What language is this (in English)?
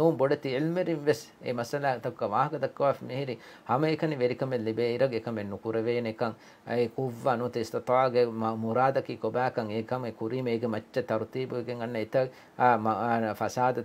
Divehi